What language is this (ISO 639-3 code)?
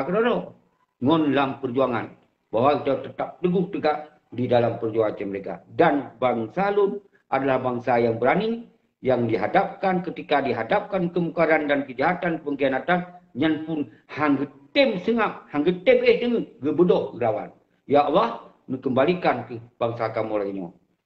ace